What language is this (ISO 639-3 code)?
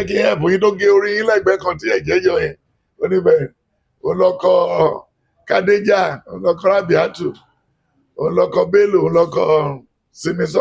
yor